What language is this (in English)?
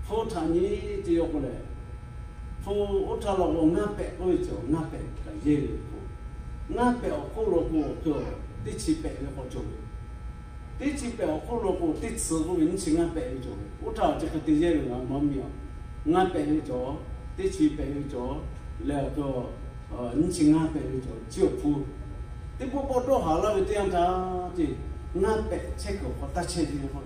Lahu